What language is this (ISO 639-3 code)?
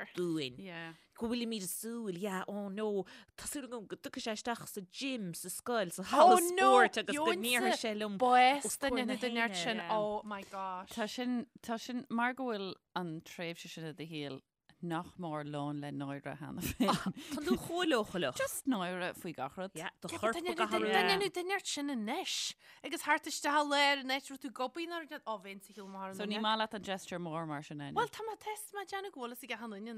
gle